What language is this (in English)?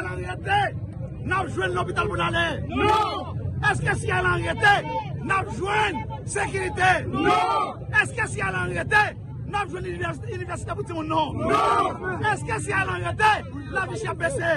Haitian Creole